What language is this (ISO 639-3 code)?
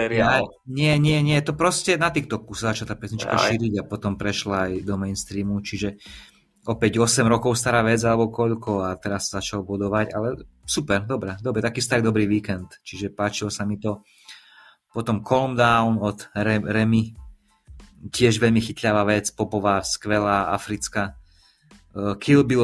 slk